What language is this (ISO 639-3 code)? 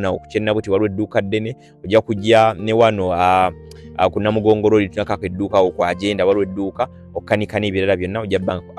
lug